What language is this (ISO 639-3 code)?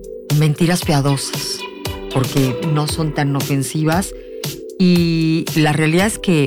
spa